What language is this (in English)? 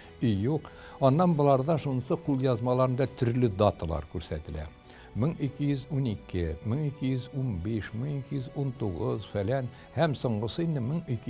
Tatar